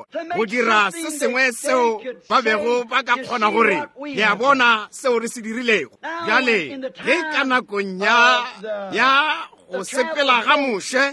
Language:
Northern Sotho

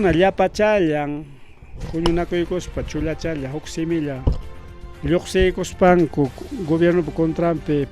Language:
Ayacucho Quechua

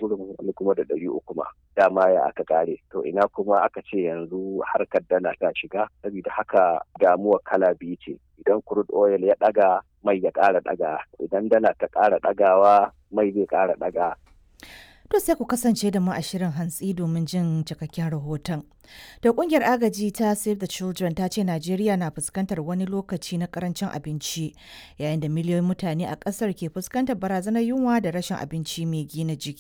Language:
Hausa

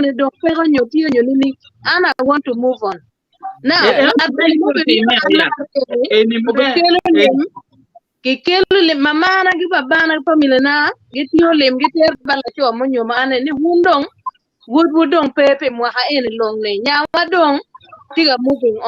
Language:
Acoli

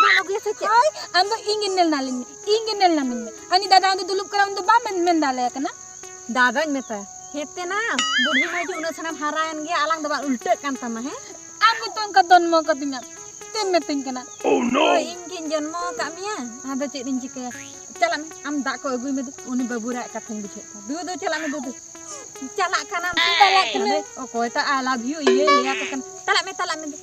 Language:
Santali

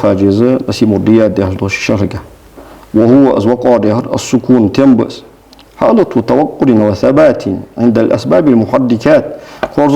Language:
Ingush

